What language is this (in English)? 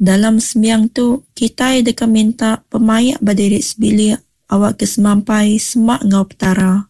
Iban